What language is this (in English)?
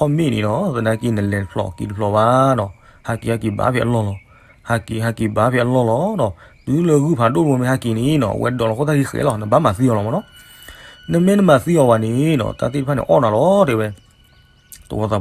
S'gaw Karen